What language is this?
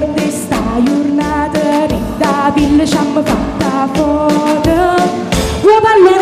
Neapolitan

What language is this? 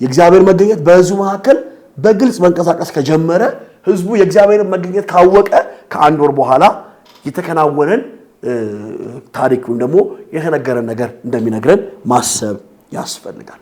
Amharic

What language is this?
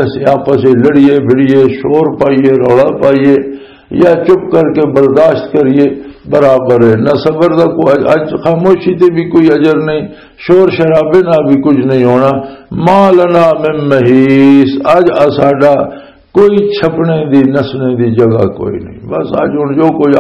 Western Panjabi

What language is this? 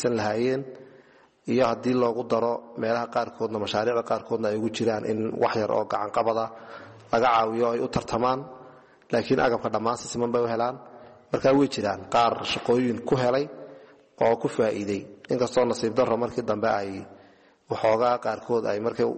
Somali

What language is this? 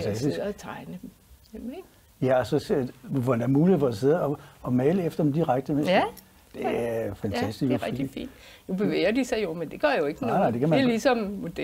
Danish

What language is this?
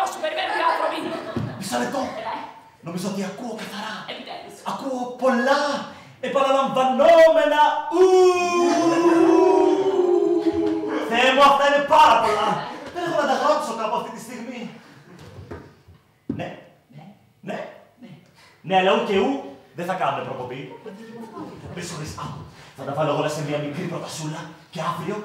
Greek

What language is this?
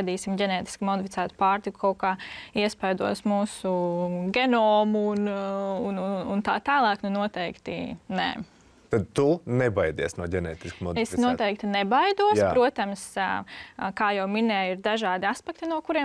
Latvian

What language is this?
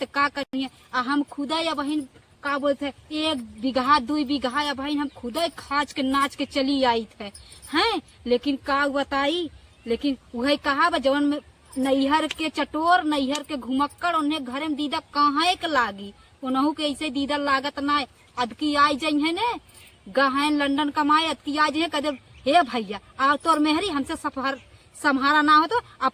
Awadhi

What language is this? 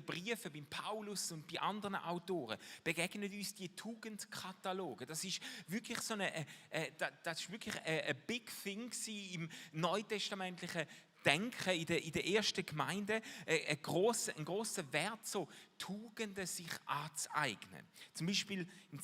Swiss German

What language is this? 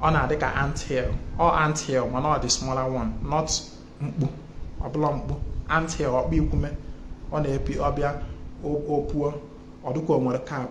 Igbo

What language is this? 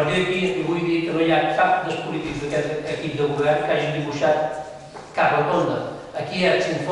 Catalan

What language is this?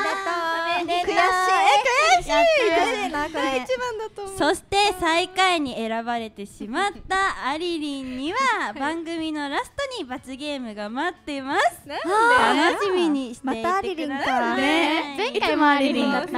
Japanese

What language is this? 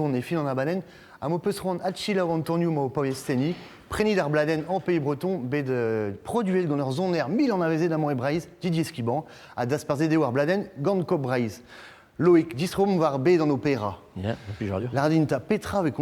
Breton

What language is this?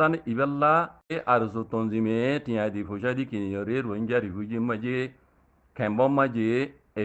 Rohingya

